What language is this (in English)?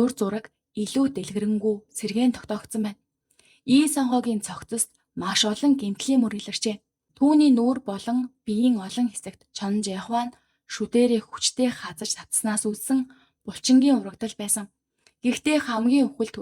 Mongolian